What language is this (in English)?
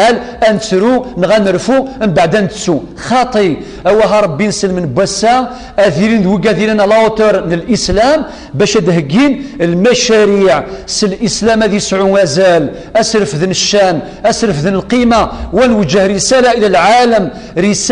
Kabyle